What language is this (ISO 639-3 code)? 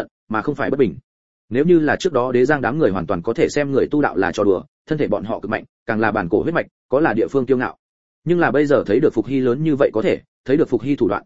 vie